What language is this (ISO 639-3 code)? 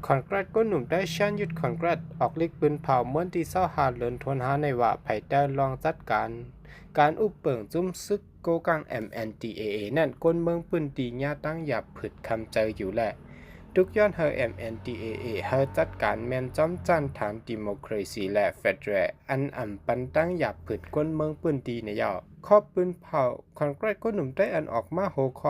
shn